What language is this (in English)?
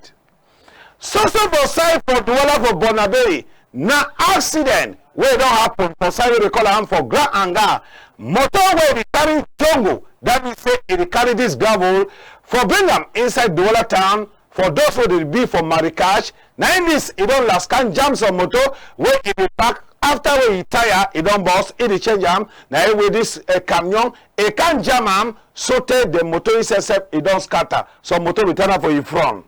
Cameroon Pidgin